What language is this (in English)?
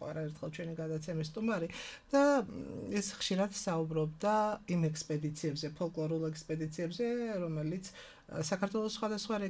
Georgian